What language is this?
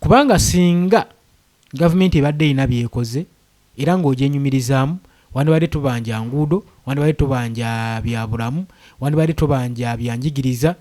Ganda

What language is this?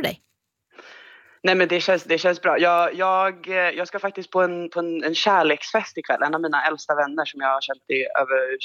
Swedish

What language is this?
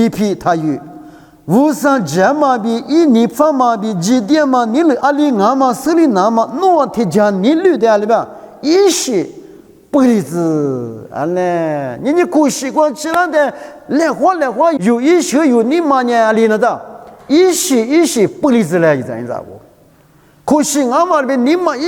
Lisu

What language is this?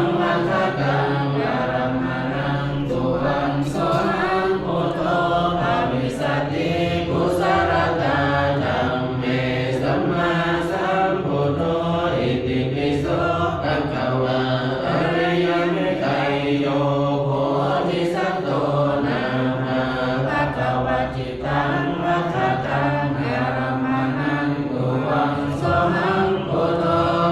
Pali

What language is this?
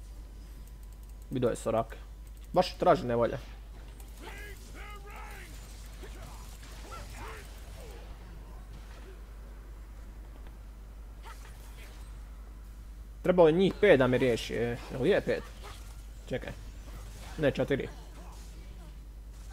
Croatian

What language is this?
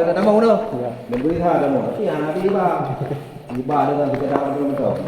Achinese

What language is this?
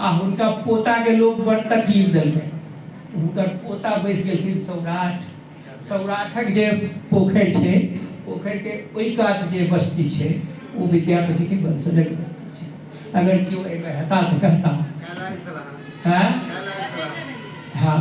Maithili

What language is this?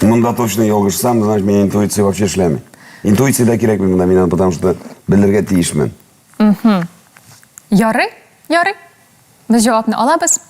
Tatar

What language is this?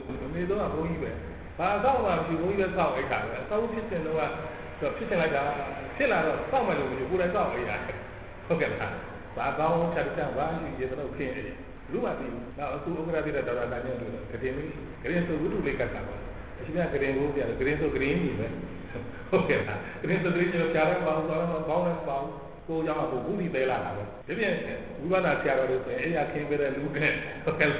Burmese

